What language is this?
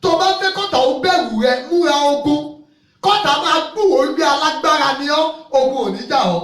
Yoruba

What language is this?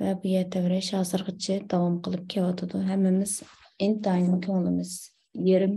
Uyghur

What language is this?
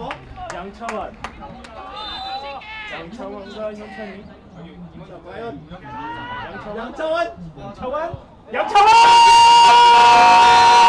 Korean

